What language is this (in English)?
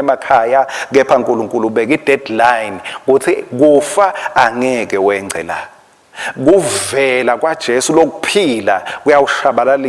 Swati